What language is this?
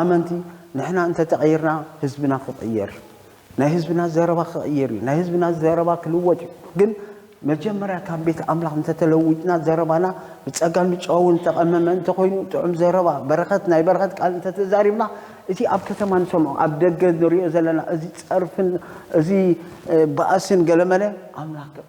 Tigrinya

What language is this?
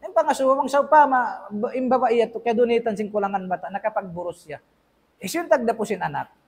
Tausug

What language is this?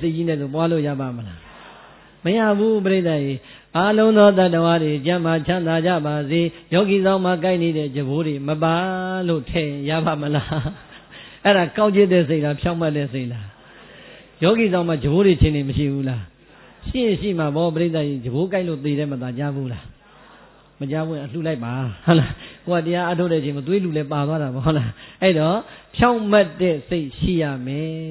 Burmese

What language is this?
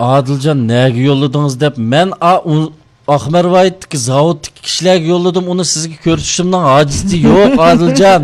Uyghur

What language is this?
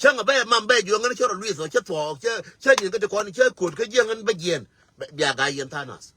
Nuer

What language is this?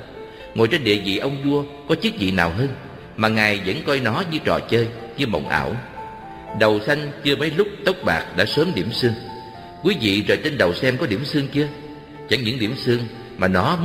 Vietnamese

